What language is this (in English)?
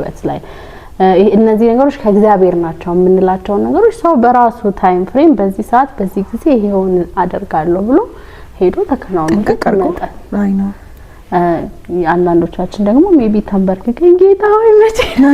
Amharic